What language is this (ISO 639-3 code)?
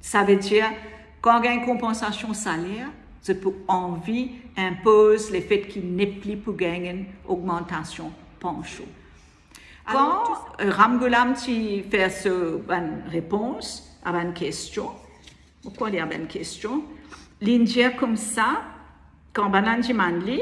mfe